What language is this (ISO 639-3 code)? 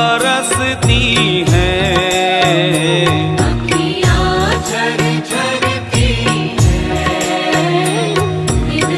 hin